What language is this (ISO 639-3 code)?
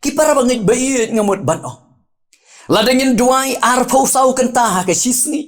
kha